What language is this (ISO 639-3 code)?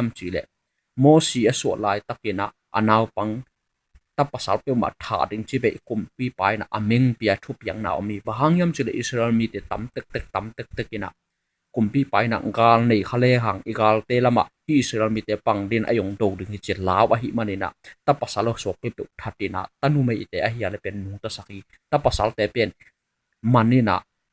ctd